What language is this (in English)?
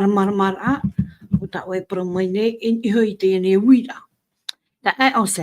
Tahitian